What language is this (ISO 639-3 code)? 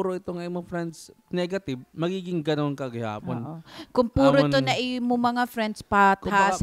war